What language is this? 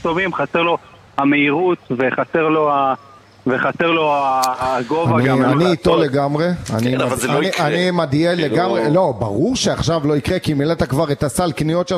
Hebrew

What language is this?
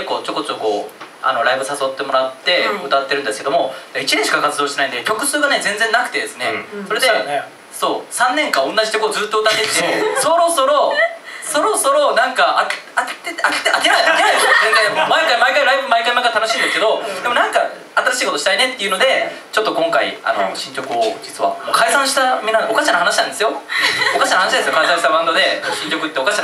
Japanese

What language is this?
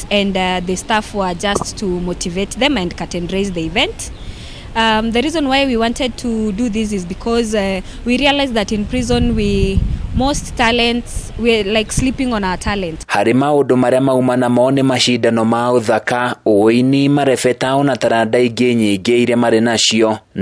Kikuyu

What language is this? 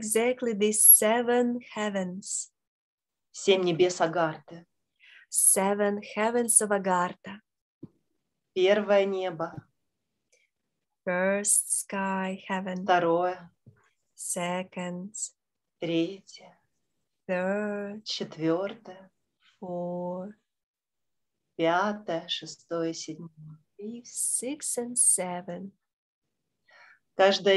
Russian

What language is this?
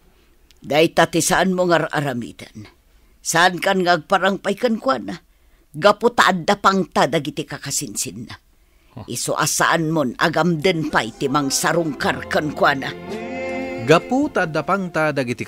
Iloko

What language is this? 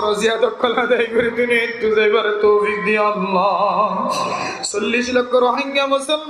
Rohingya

